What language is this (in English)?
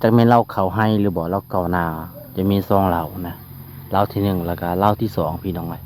Lao